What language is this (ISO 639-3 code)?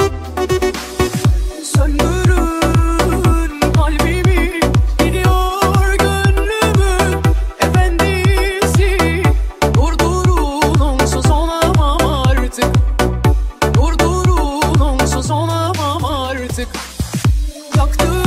tur